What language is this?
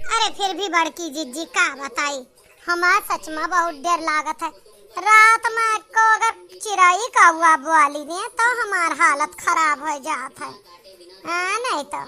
Awadhi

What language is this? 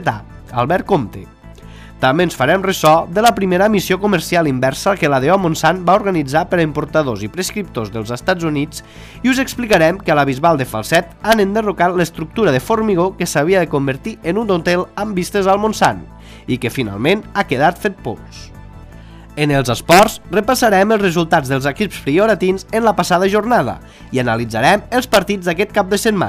Catalan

